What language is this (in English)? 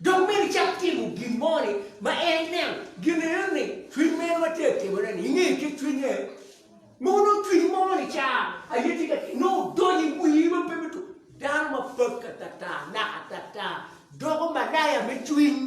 Acoli